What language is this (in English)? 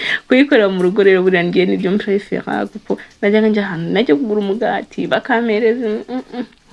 Kinyarwanda